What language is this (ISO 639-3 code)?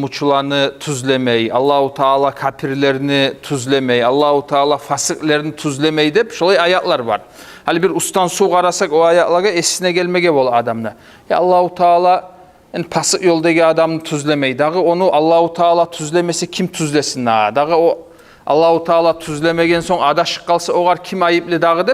kum